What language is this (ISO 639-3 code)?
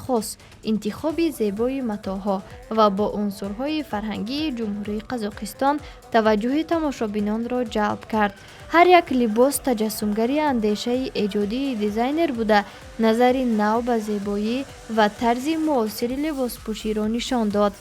tgk